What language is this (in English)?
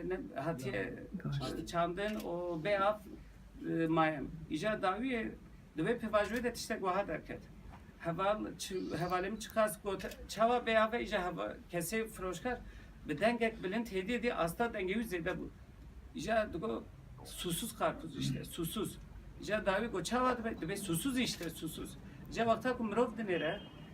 Kurdish